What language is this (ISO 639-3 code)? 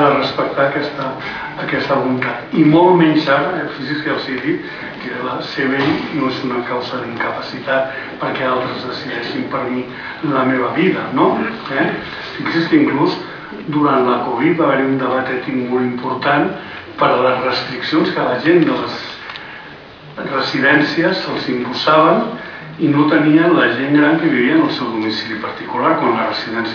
cat